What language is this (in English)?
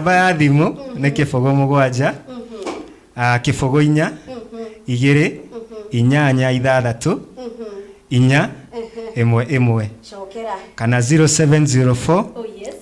Kikuyu